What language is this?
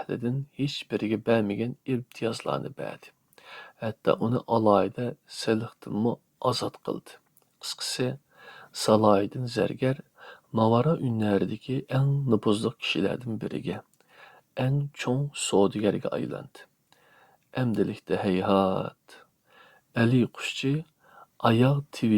Uyghur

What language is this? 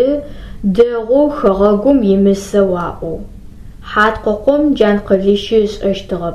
Adyghe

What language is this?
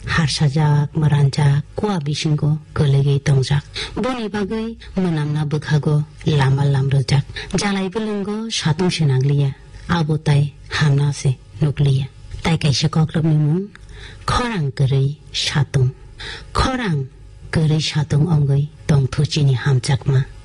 Kok Borok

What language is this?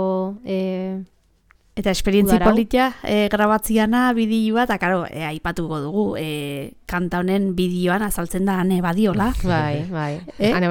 Basque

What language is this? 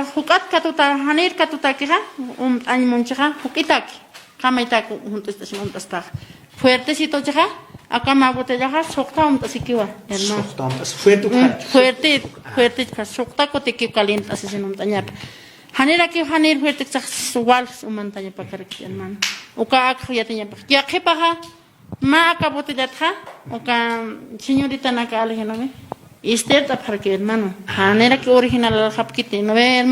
Aymara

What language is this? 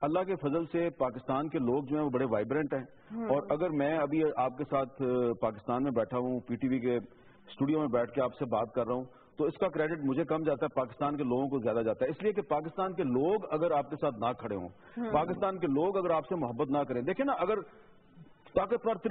Urdu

